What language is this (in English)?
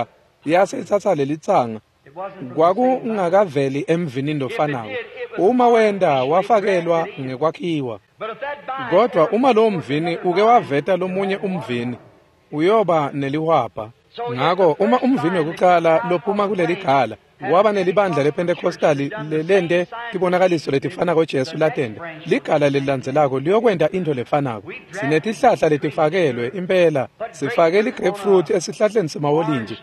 Swati